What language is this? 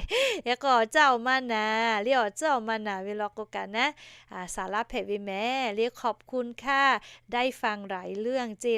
Lahu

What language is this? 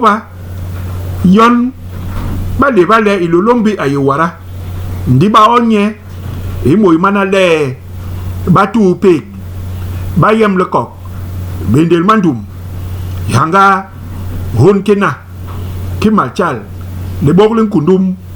Basaa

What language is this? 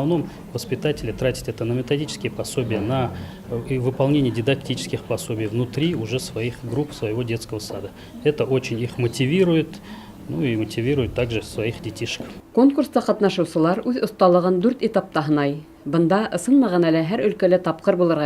Bashkir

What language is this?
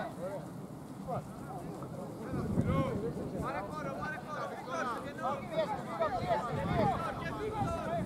Greek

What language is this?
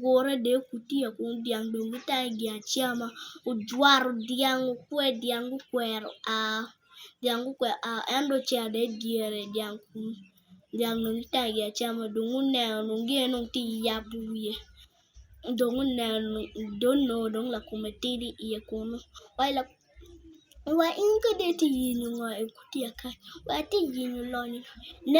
Acoli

